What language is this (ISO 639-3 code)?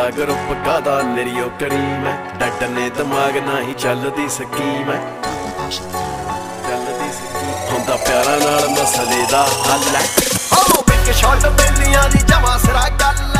pan